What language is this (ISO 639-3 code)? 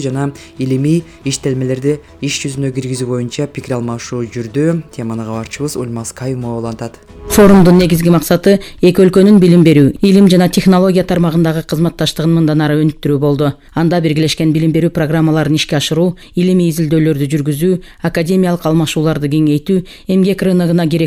kir